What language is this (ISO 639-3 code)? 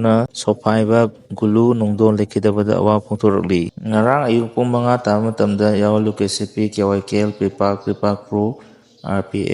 mni